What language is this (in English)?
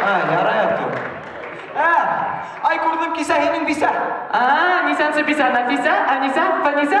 Bashkir